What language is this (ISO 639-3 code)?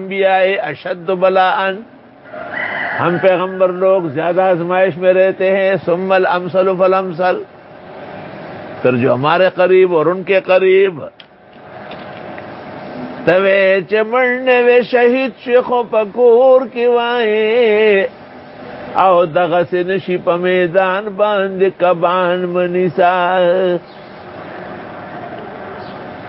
urd